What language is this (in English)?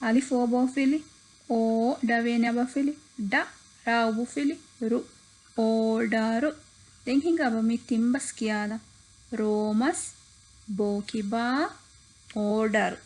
Divehi